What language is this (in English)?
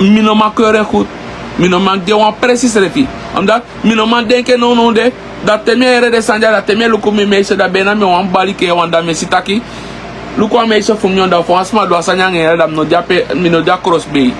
Sranan Tongo